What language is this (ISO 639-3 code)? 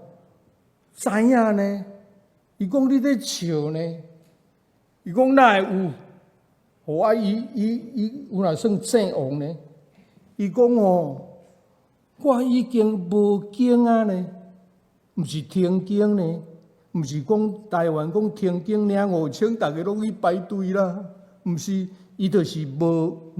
nan